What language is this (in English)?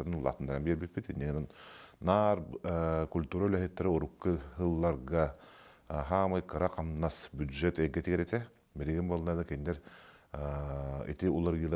Yakut